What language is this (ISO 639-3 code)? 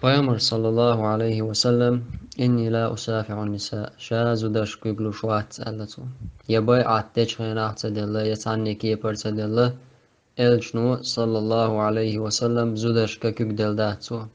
che